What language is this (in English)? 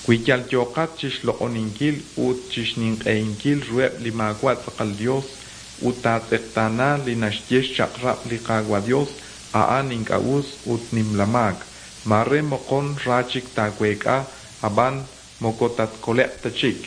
Kekchí